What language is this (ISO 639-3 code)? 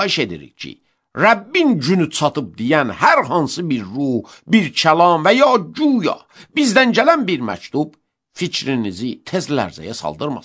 aze